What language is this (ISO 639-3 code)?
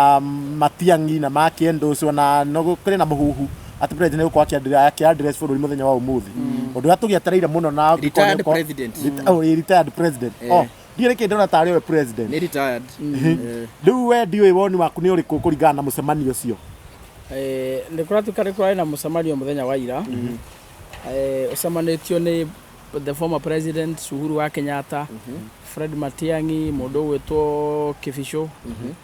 kik